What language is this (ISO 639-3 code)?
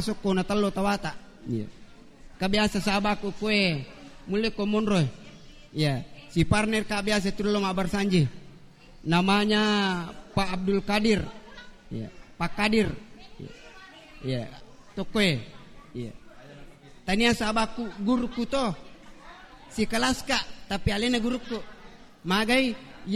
bug